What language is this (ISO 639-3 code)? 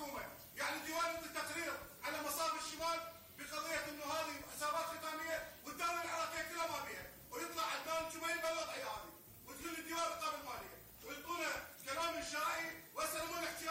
acm